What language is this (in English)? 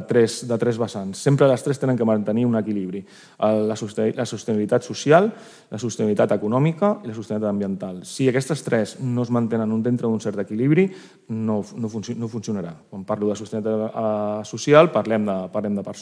Catalan